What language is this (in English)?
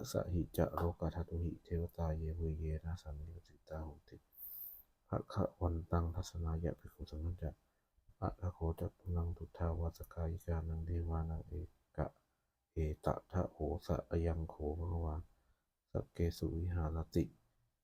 Pali